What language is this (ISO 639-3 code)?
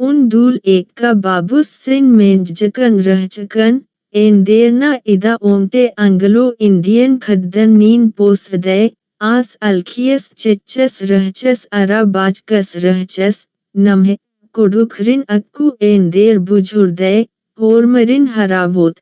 kru